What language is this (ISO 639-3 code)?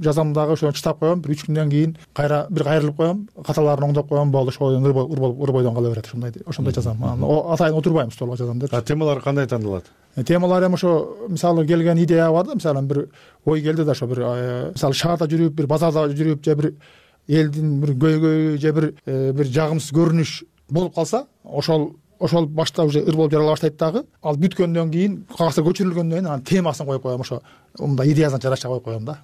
kir